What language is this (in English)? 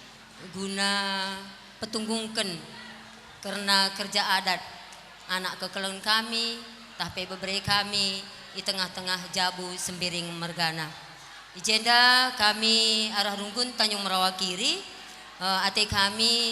Batak Karo